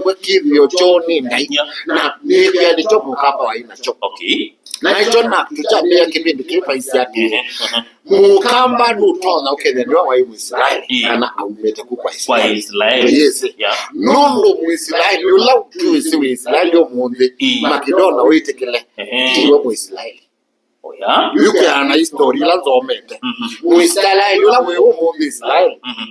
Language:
Kamba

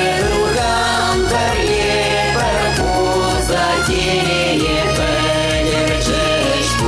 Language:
Chuvash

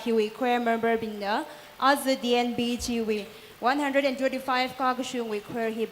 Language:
Tangkhul Naga (India)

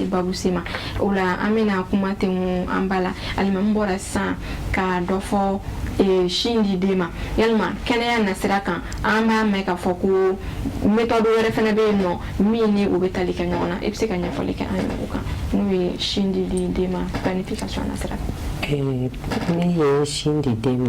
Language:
Bambara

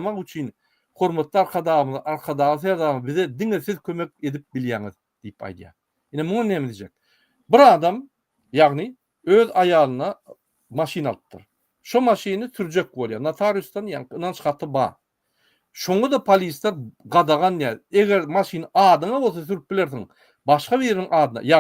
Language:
Turkmen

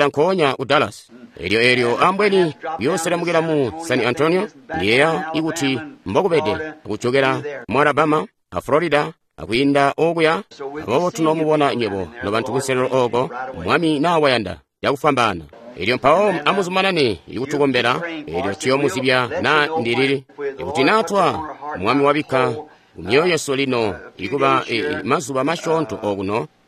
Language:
Tonga (Zambia)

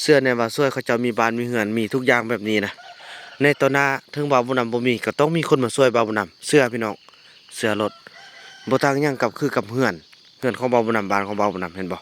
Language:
Lao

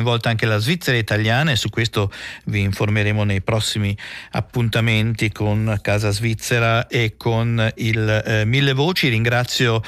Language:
Italian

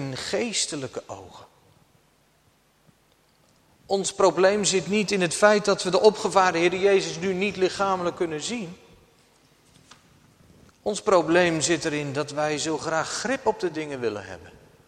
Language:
Dutch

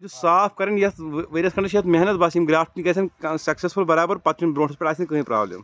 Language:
Kashmiri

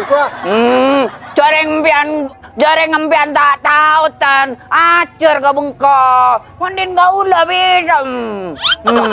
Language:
Madurese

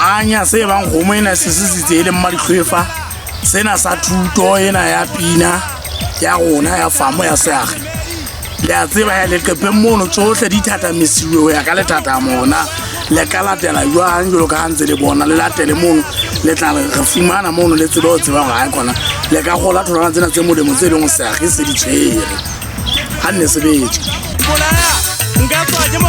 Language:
Southern Sotho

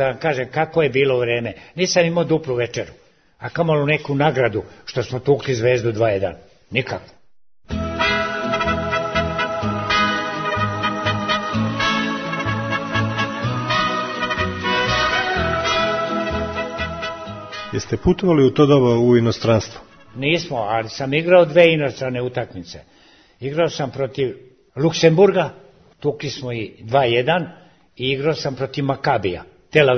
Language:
Serbian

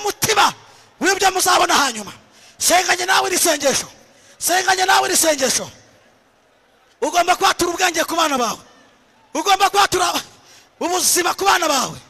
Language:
Kinyarwanda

